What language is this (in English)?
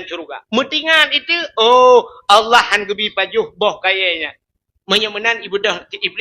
Achinese